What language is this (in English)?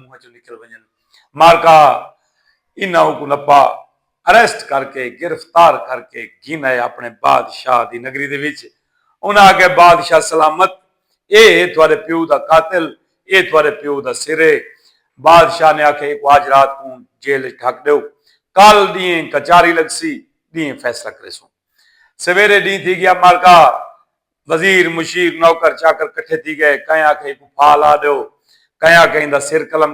Saraiki